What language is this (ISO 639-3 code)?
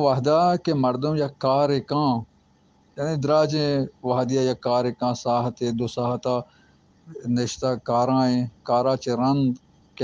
bal